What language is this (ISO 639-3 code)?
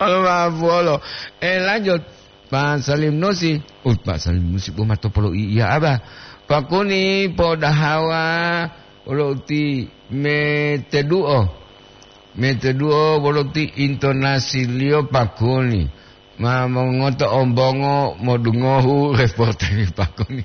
gor